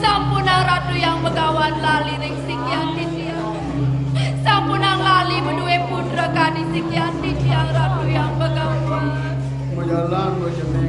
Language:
Balinese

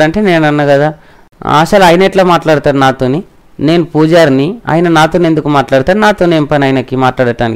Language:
Telugu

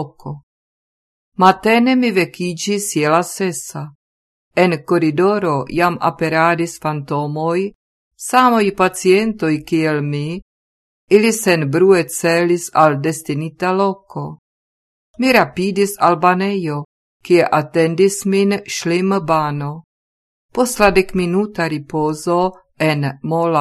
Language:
Esperanto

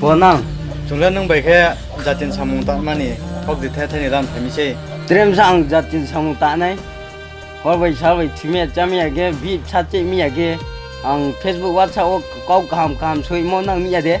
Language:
Riang (India)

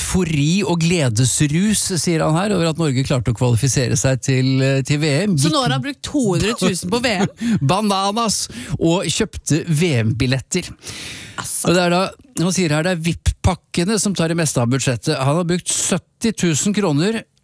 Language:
Norwegian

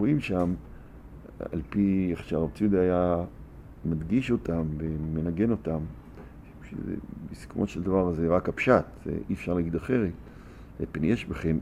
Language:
Hebrew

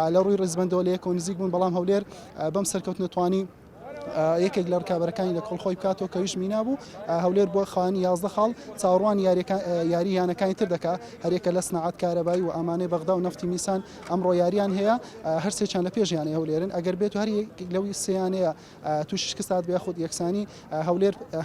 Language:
Central Kurdish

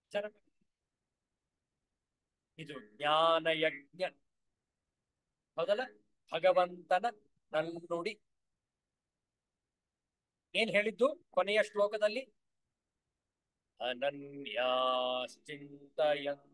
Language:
Kannada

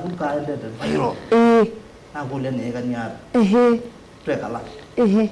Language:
Kamba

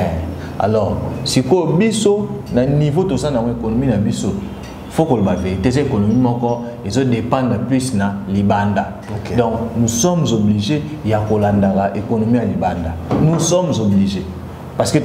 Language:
Lingala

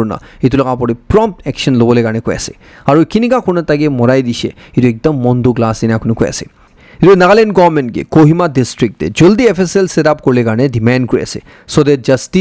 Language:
Naga Pidgin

